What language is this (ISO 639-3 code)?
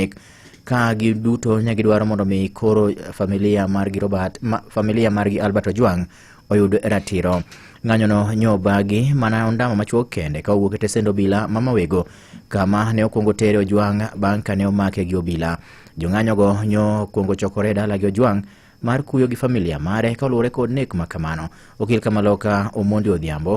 luo